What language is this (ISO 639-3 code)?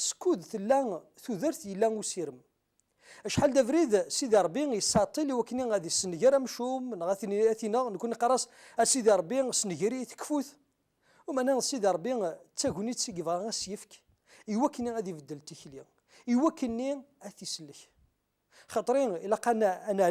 kab